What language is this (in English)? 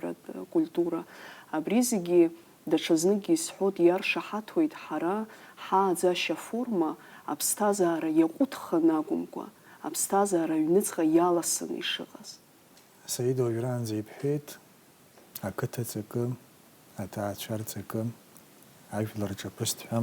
Abkhazian